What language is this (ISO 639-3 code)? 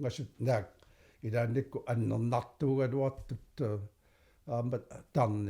kal